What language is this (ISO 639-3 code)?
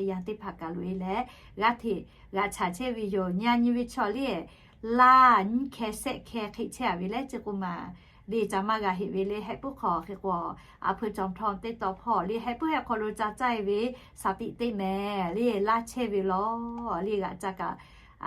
lhu